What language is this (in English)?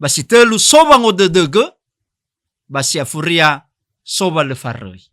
Nias